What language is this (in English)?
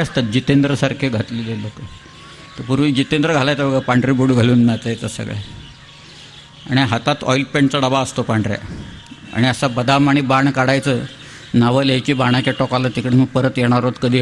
Marathi